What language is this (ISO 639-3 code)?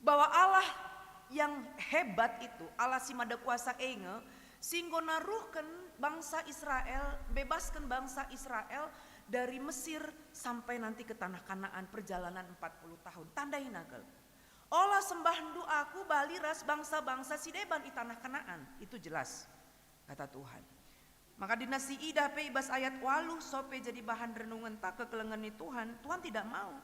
btx